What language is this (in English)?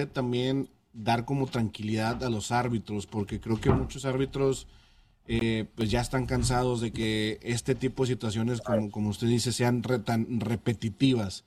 Spanish